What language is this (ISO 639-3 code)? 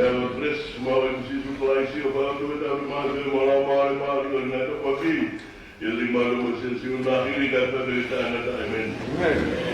ton